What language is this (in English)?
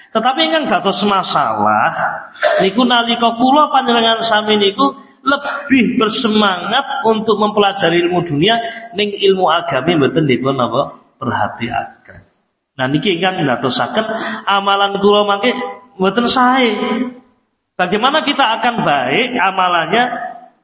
Javanese